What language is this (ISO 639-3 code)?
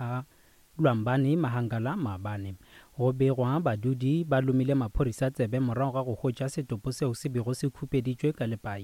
nso